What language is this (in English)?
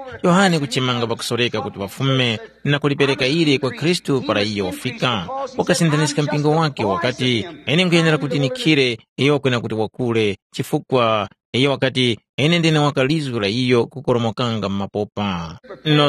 Tumbuka